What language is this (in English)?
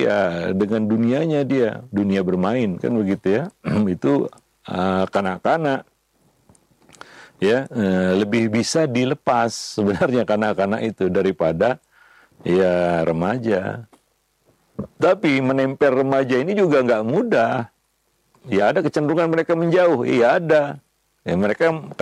Indonesian